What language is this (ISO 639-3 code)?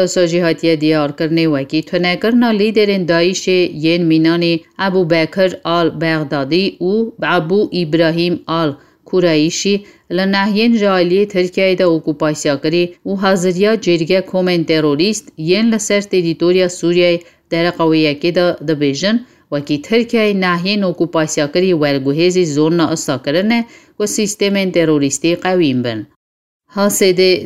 kur